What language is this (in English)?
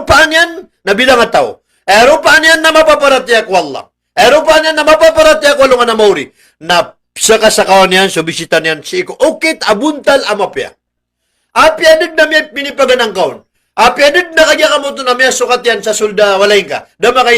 Maranao